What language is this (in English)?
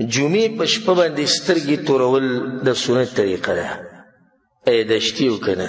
Pashto